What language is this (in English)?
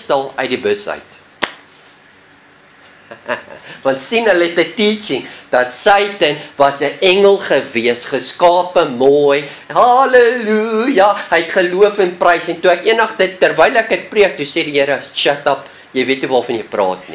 Afrikaans